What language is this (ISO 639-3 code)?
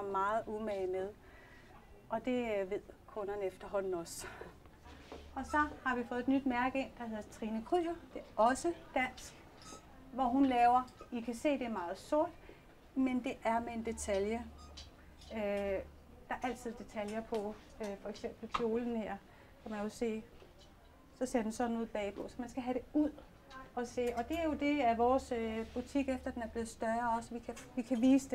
dan